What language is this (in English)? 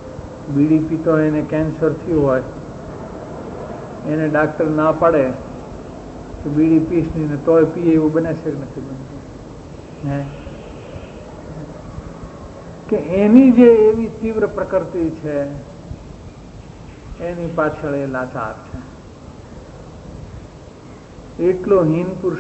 Gujarati